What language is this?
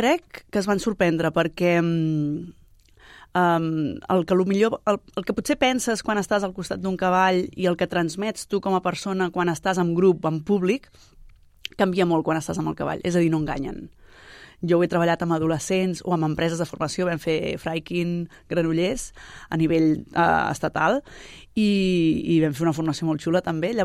Catalan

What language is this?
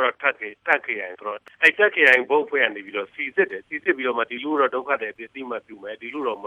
Burmese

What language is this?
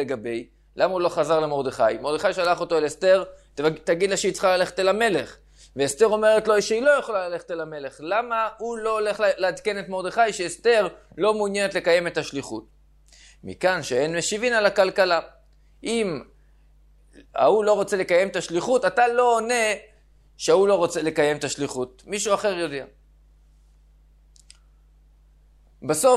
Hebrew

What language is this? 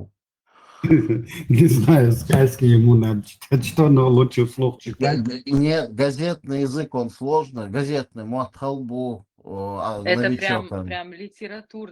Chechen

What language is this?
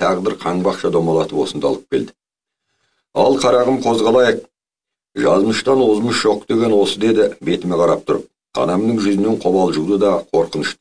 Kazakh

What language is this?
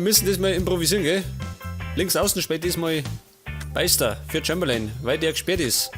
Bavarian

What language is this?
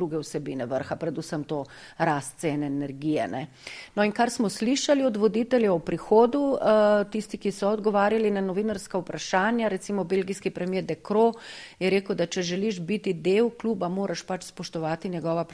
Slovenian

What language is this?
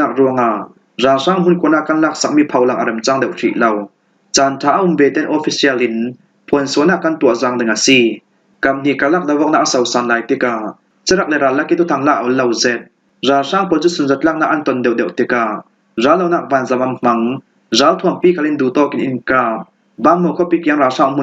Falam Chin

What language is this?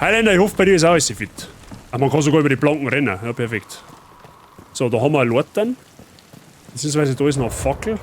Bavarian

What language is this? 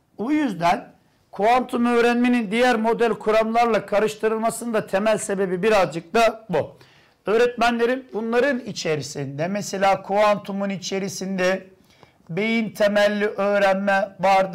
Turkish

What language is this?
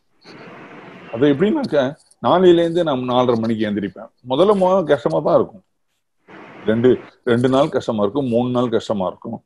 Tamil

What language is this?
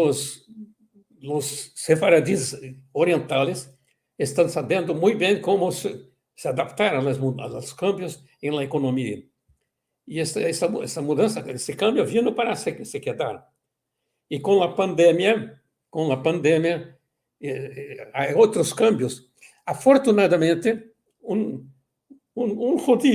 Ladino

